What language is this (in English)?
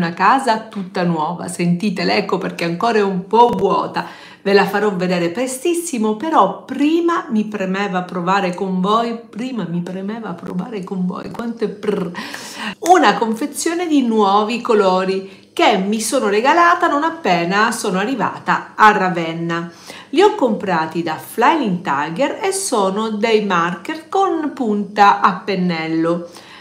Italian